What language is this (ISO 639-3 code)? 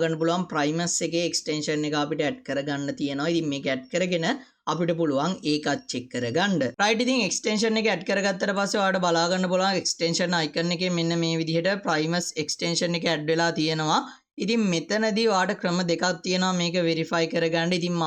sin